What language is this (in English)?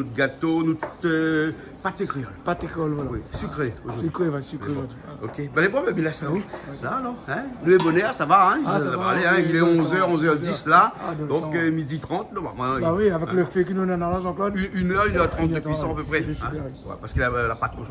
Réunion Creole French